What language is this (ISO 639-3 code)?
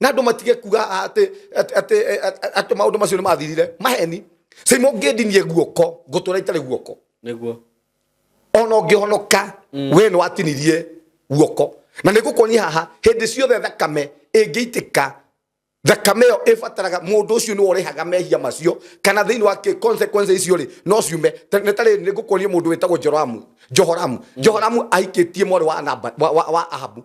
kik